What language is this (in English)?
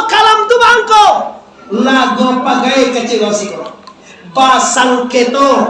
Minangkabau